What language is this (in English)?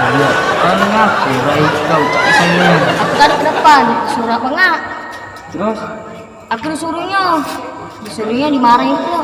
Musi